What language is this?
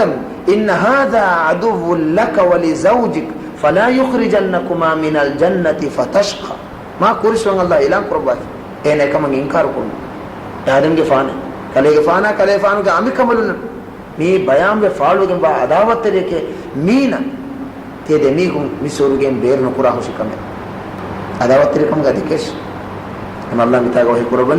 Divehi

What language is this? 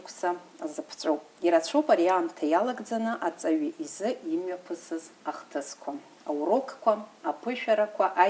Abkhazian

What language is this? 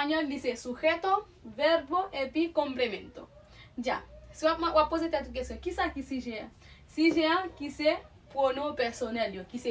Haitian Creole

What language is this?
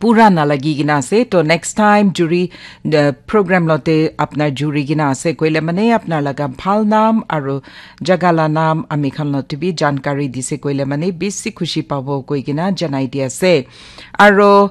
Naga Pidgin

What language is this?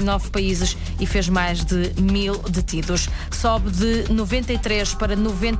Portuguese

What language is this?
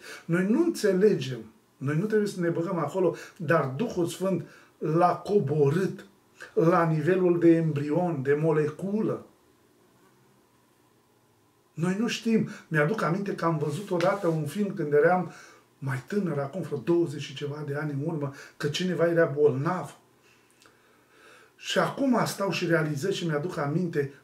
Romanian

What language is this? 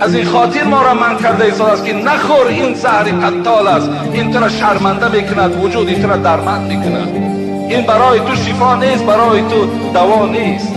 Tajik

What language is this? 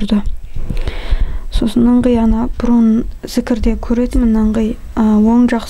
Kazakh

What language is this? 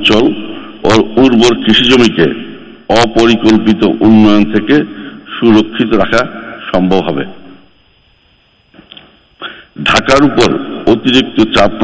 Bangla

